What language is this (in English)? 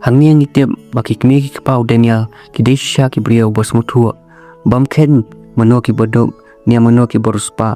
Khasi